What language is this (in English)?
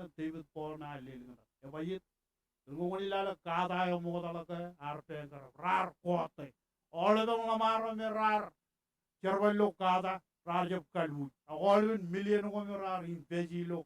Marshallese